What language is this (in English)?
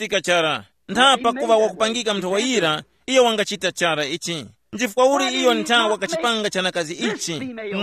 Tumbuka